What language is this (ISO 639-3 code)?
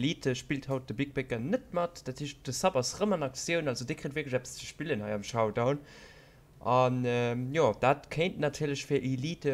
ltz